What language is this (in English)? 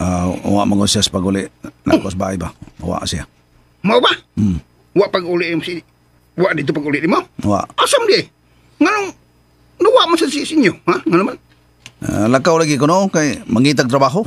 Cebuano